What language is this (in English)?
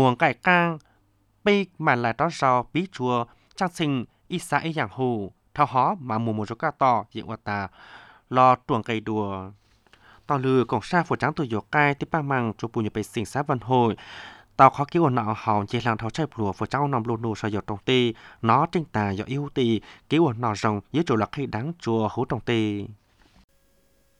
Vietnamese